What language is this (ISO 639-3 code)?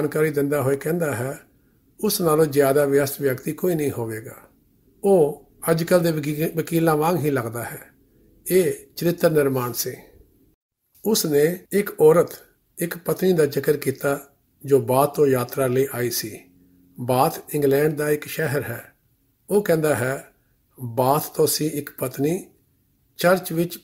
pan